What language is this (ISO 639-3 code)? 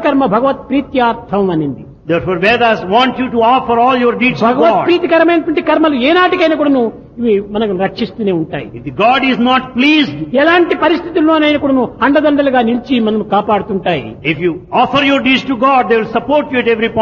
tel